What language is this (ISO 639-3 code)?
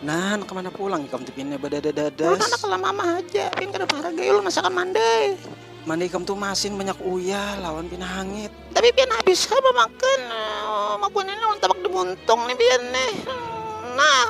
bjn